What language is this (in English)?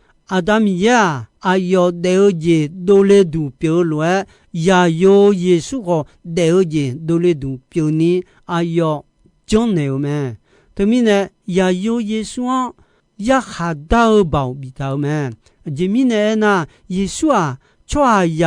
Akha